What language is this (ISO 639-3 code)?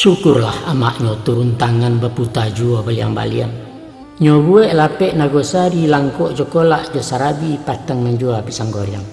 min